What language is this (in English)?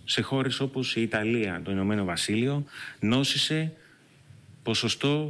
Greek